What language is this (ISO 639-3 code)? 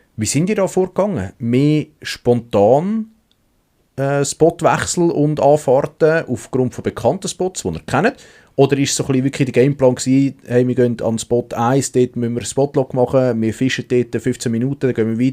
gsw